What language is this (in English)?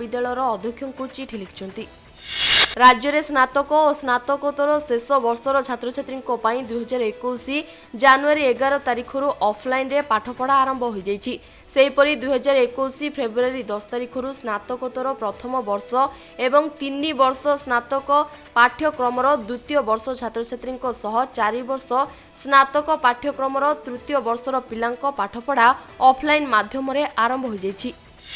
Odia